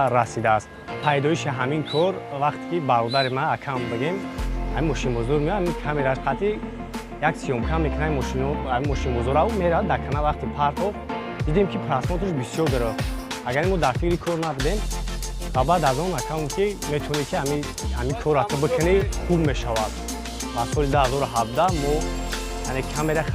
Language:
Tajik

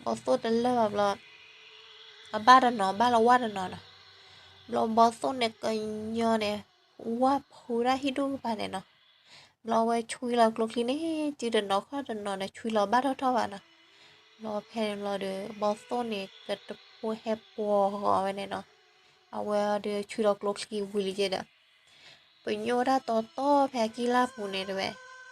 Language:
S'gaw Karen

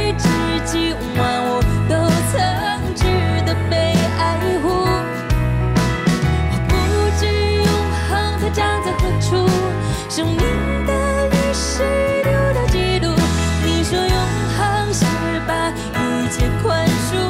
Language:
Chinese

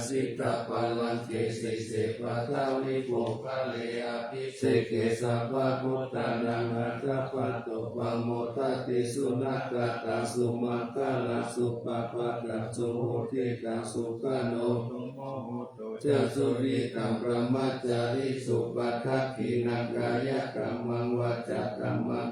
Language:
Pali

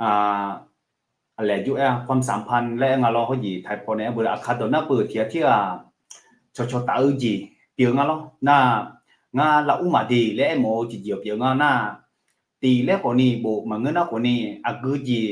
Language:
Akha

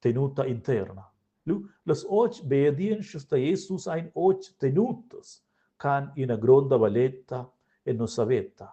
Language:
Romansh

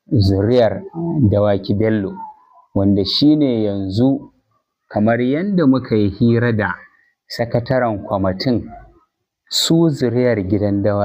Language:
Hausa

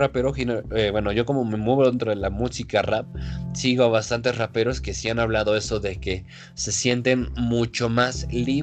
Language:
Spanish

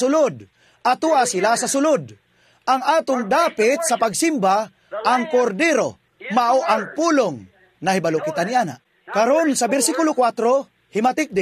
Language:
Cebuano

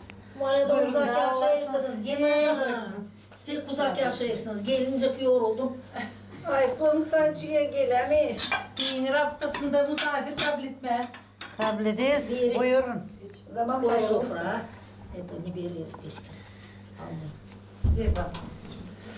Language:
Gagauz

